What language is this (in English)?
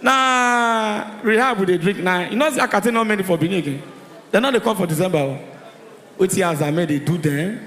Nigerian Pidgin